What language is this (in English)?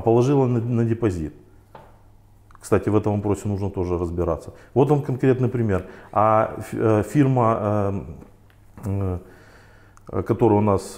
Russian